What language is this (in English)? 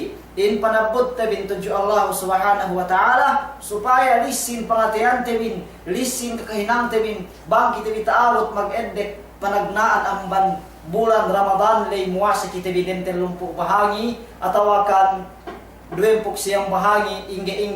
Yakan